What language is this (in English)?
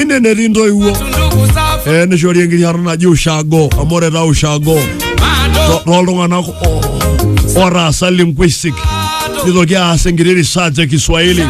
Masai